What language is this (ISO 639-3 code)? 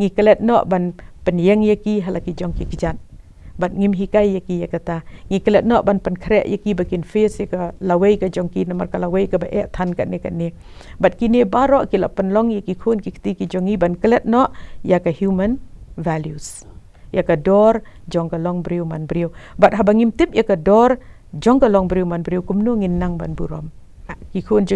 kha